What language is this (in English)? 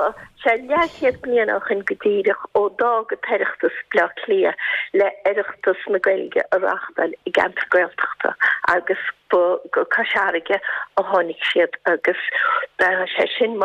Irish